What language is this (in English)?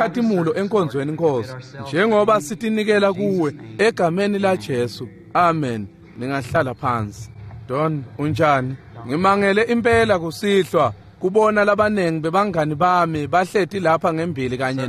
Swati